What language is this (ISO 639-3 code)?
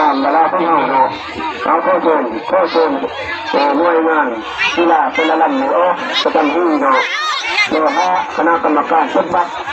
lao